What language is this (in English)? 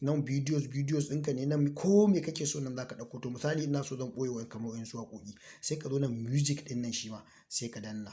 Hausa